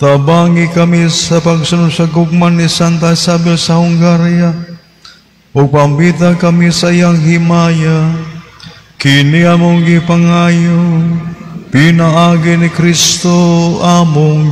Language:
Cebuano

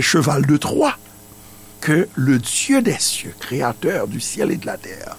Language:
Haitian Creole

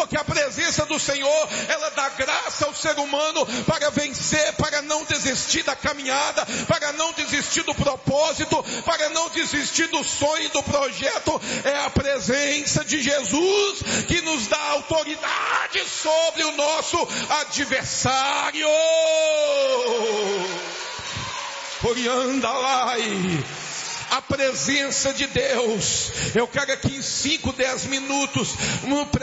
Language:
Portuguese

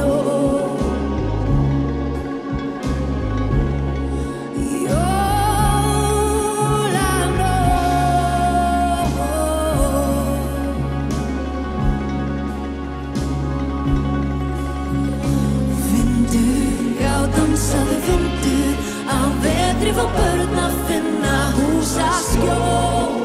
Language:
Icelandic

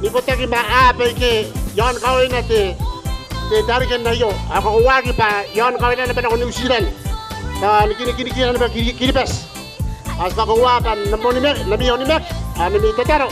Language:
Gilbertese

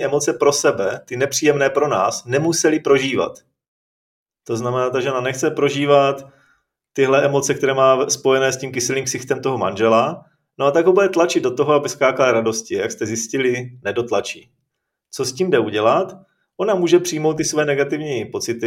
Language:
Czech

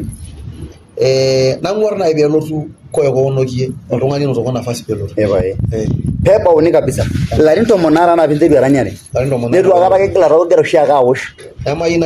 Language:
Masai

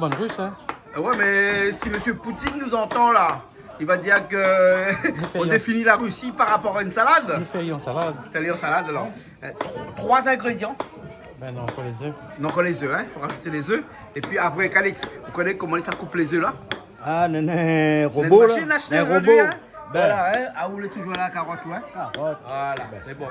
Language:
Réunion Creole French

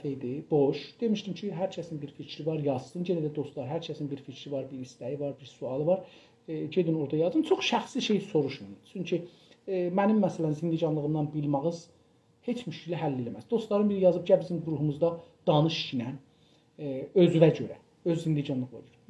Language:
South Azerbaijani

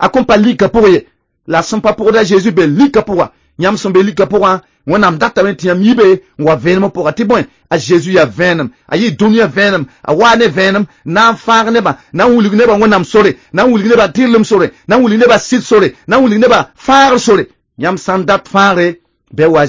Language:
Mossi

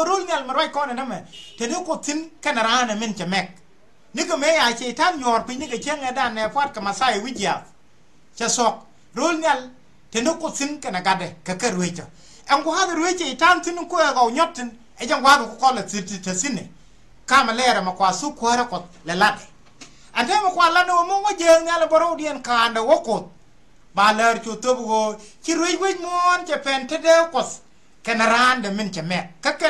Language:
Nuer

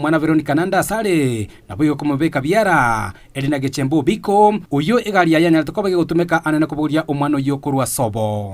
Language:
Gusii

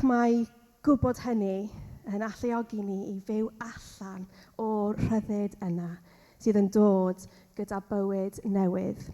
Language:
Welsh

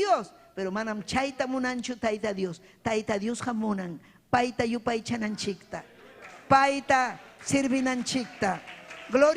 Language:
Ayacucho Quechua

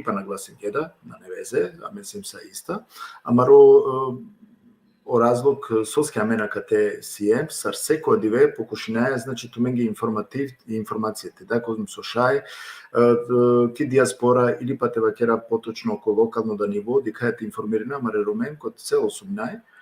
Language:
Balkan Romani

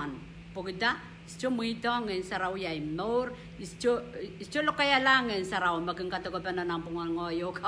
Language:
Pohnpeian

